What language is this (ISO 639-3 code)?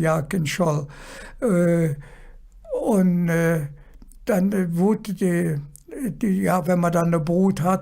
ksh